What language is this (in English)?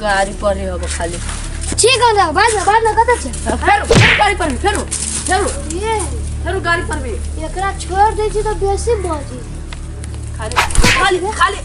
Maithili